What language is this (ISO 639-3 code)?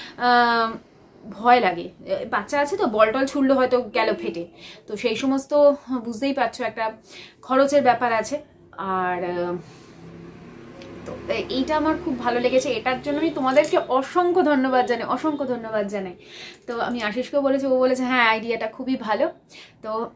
ben